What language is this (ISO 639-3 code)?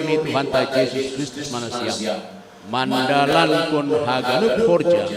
bts